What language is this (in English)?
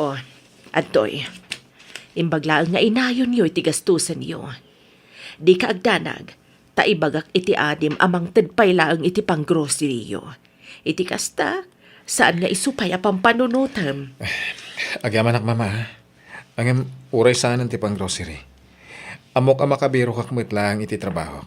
Iloko